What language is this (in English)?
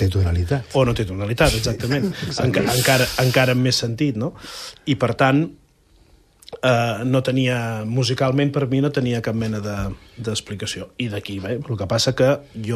Catalan